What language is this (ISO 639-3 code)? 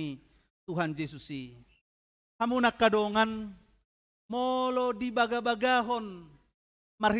bbc